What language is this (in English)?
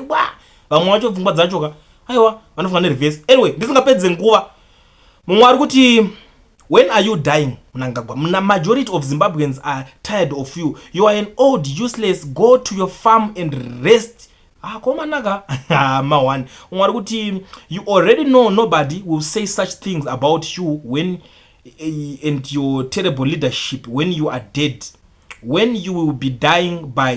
Shona